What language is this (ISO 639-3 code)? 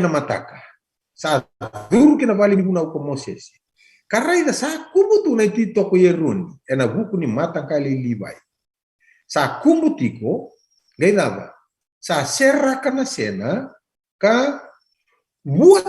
fij